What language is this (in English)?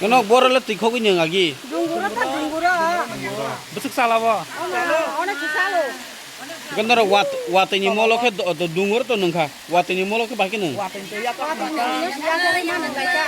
Kok Borok